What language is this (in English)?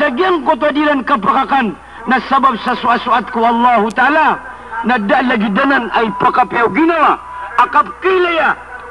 Maranao